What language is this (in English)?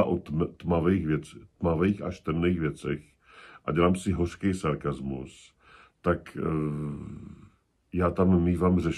Czech